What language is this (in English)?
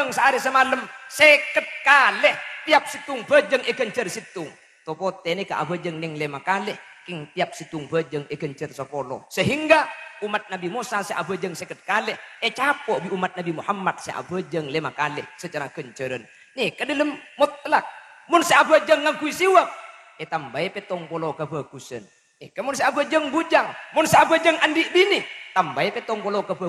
Madurese